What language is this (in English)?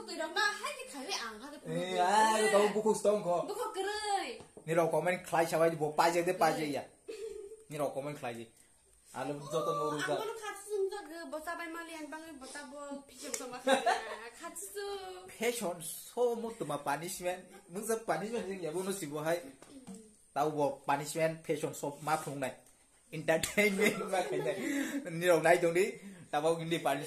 Kok Borok